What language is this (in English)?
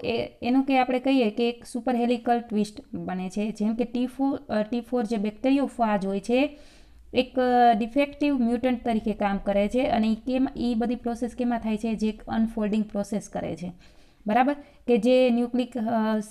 Gujarati